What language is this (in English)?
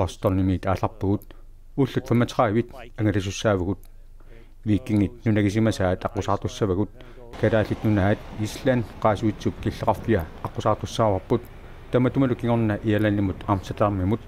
Kalaallisut